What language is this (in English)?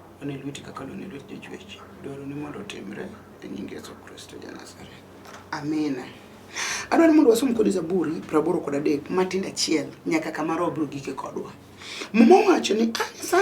Luo (Kenya and Tanzania)